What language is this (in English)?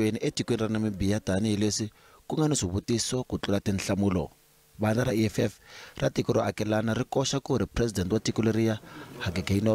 Tsonga